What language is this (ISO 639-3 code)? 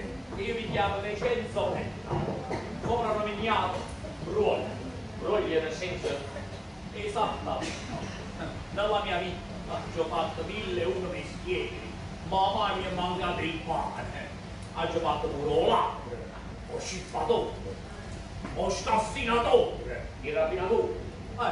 ita